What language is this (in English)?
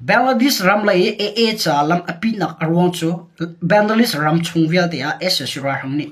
Hakha Chin